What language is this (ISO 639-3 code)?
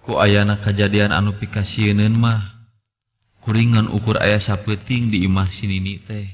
sun